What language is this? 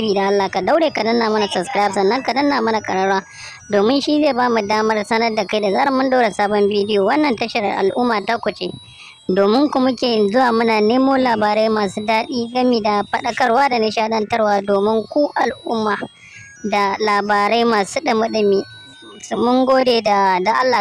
Hausa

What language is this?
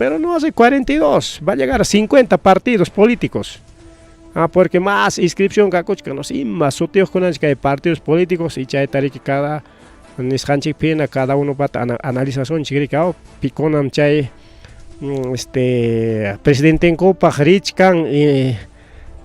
Ayacucho Quechua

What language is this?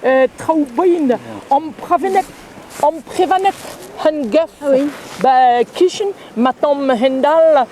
Breton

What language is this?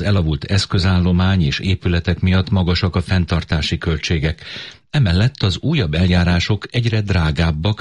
Hungarian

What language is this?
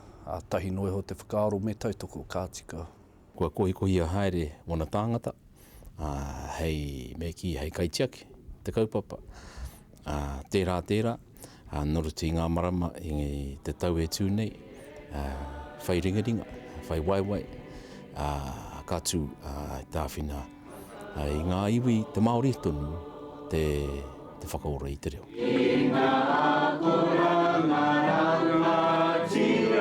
Māori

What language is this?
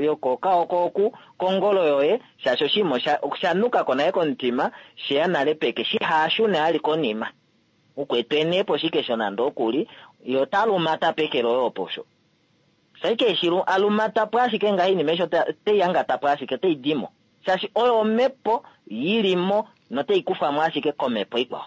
Kuanyama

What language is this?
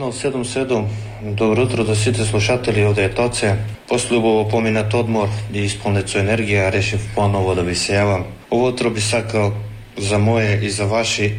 Macedonian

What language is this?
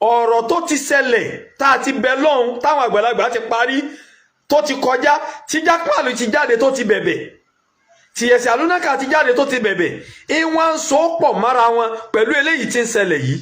Yoruba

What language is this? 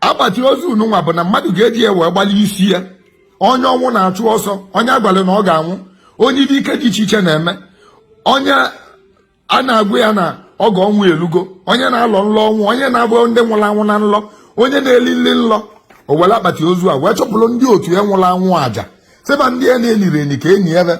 Igbo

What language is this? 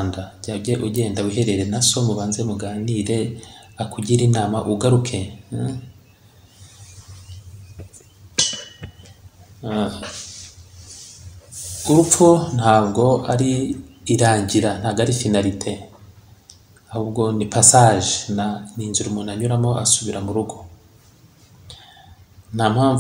Kinyarwanda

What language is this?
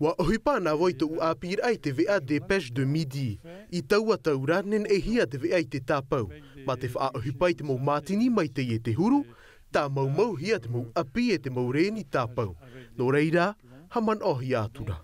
Tahitian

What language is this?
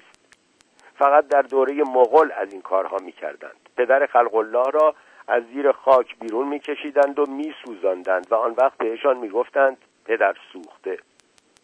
Persian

